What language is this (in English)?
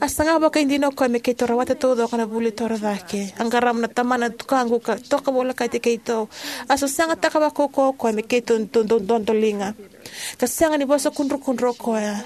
Fijian